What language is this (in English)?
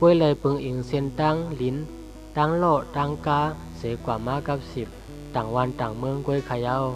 Shan